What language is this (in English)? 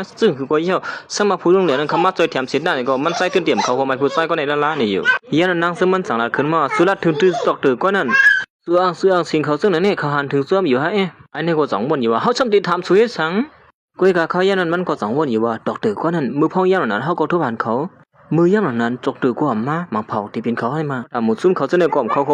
Shan